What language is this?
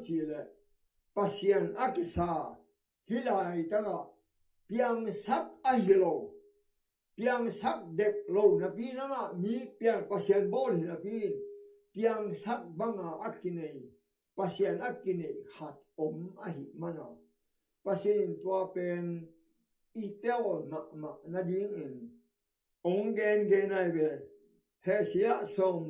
Tedim Chin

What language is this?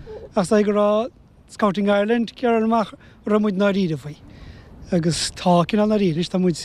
Irish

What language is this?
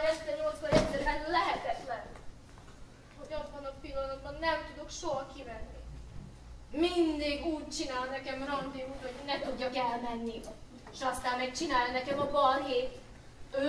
Hungarian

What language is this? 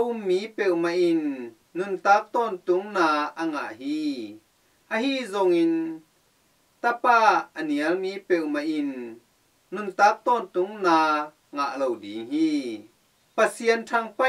Tedim Chin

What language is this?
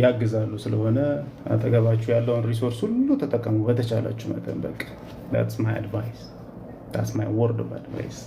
Amharic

